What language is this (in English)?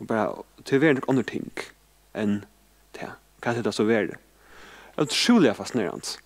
Faroese